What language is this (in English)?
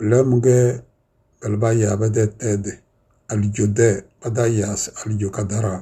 Tem